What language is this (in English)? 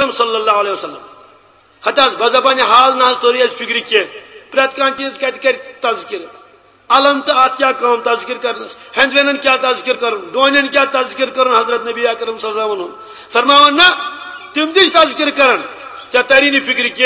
Kashmiri